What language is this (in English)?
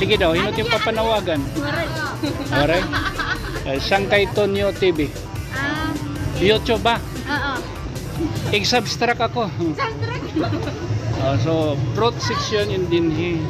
Waray